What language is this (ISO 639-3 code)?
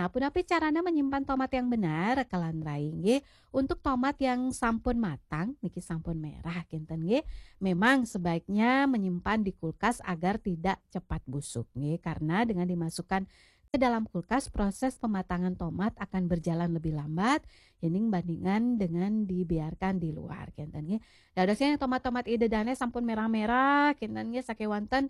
ban